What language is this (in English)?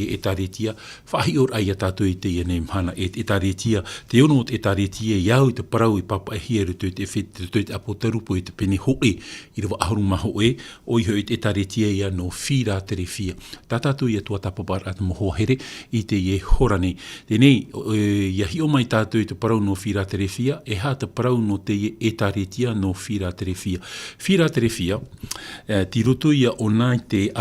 Tahitian